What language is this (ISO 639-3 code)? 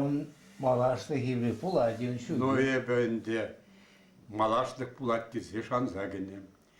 chv